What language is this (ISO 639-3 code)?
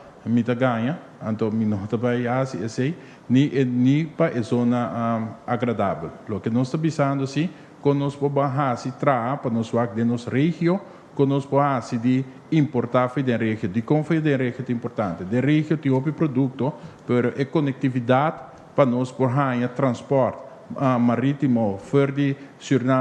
pap